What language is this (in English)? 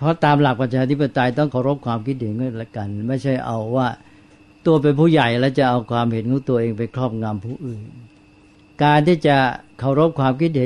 Thai